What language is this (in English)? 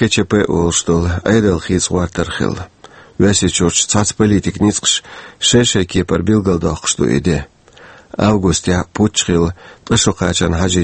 Chechen